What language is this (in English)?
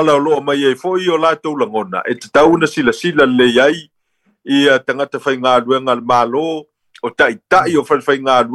Samoan